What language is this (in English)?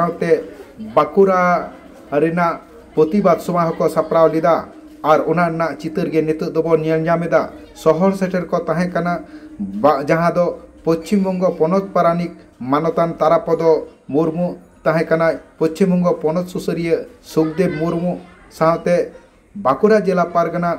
Santali